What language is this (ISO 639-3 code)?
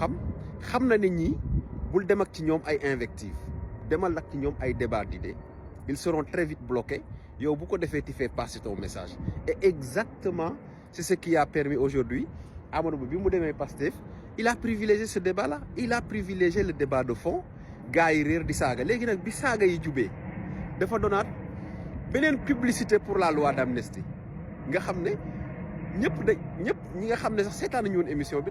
wol